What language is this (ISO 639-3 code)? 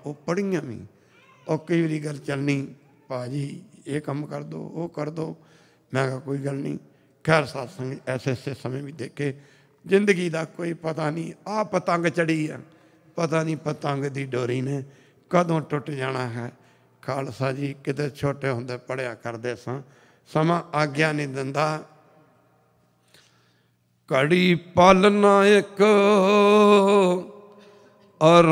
pan